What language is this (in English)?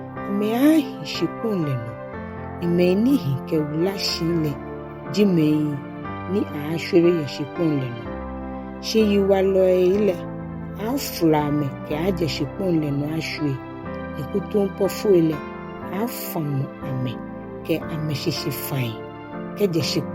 Ga